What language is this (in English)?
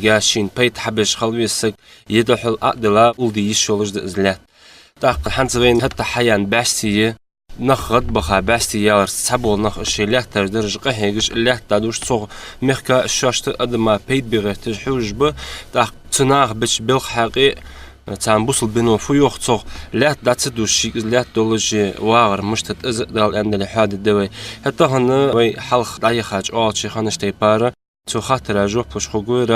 Ingush